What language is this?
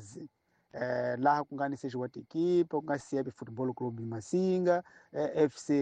Tsonga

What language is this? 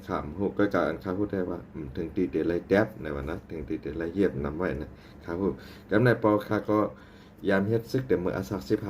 Shan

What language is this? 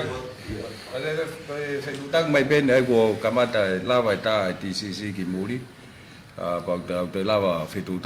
Tongan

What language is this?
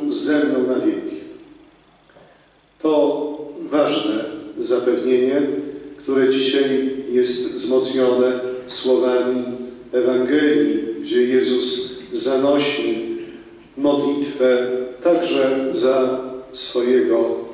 Polish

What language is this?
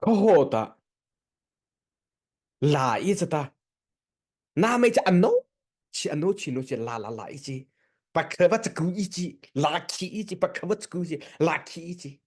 Mara Chin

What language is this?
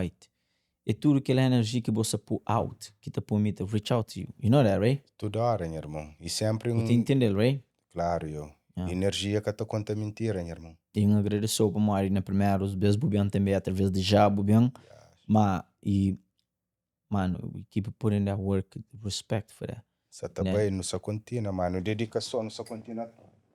Kabuverdianu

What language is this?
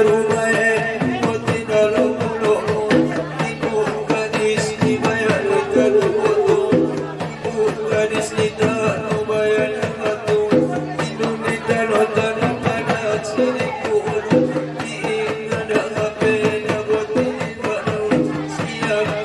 Batak Angkola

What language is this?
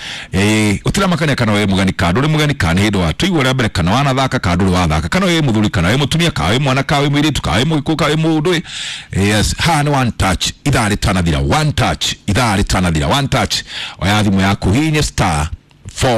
Kikuyu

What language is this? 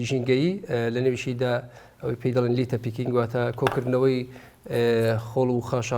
Central Kurdish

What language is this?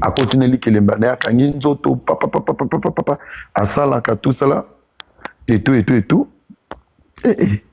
Lingala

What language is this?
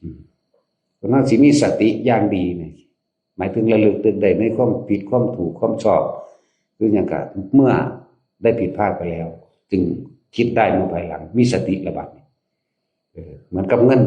Northeastern Thai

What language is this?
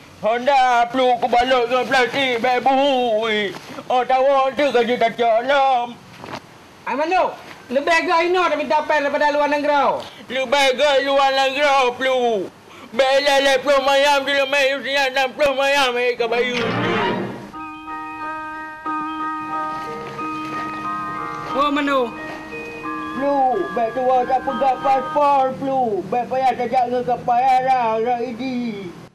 Malay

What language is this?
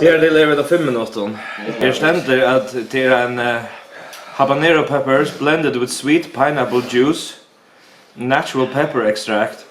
Faroese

